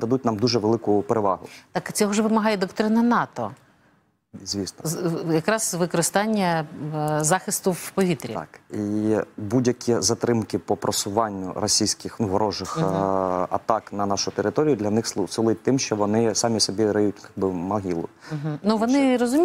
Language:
Ukrainian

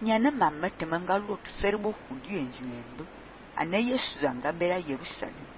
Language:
Fang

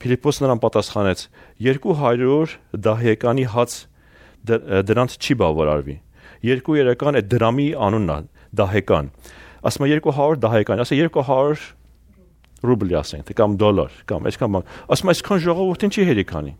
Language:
Armenian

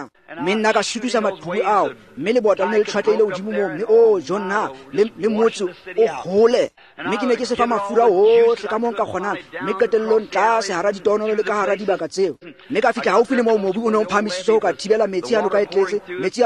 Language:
Tswana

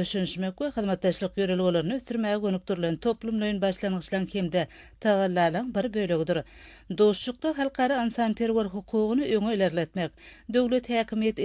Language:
Turkmen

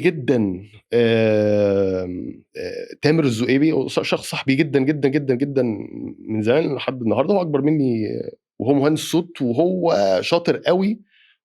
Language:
Egyptian Arabic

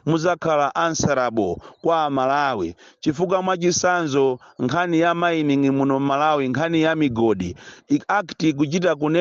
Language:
Nyanja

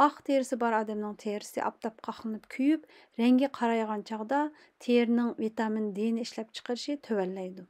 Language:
Uyghur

